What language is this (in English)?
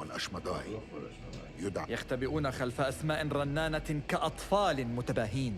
Kurdish